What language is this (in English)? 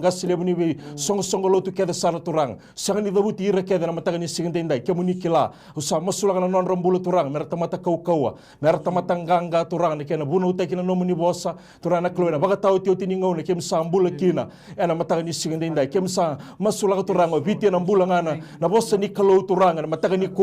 Fijian